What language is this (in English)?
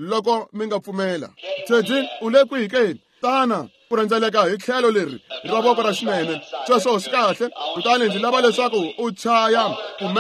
Tsonga